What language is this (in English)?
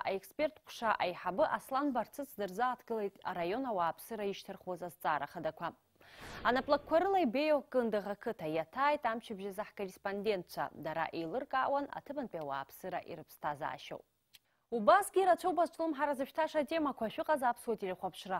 Abkhazian